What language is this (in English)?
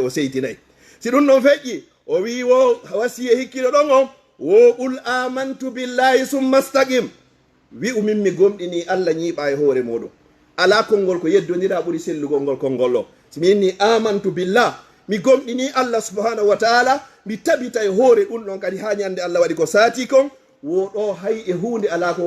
Fula